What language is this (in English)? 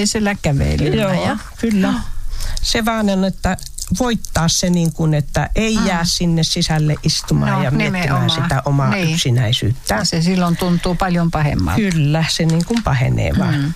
Finnish